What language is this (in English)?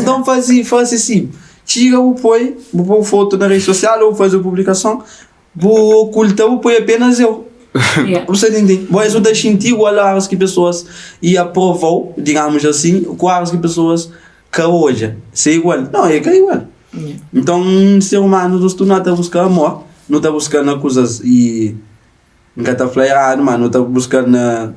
Kabuverdianu